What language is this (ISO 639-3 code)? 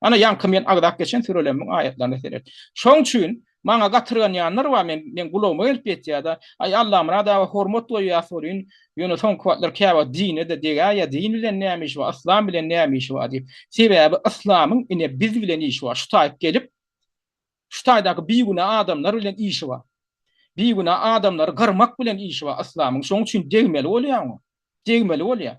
tuk